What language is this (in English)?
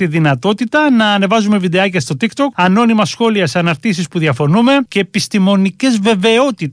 Greek